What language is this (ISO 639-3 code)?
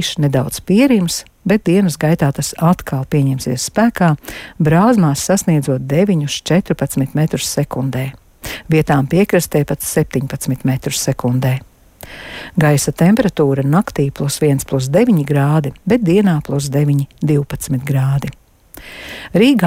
lav